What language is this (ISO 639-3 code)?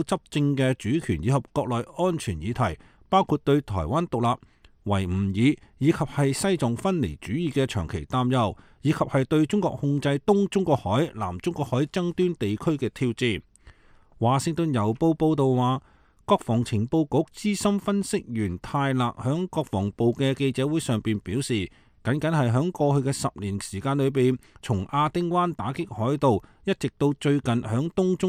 yue